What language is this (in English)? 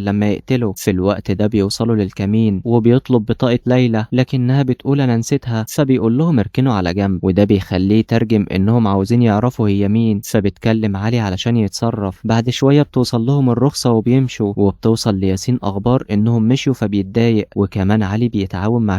Egyptian Arabic